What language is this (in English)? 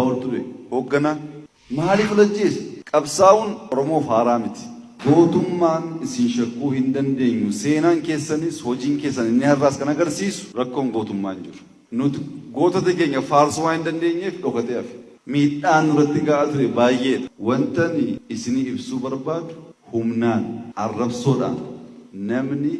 Oromo